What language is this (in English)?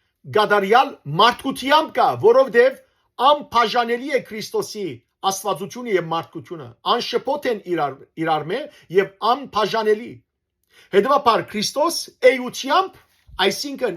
Western Armenian